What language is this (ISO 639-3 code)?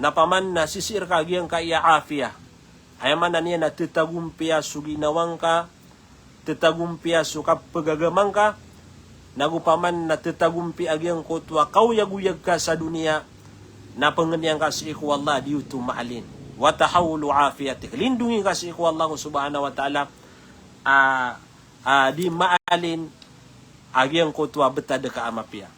mrw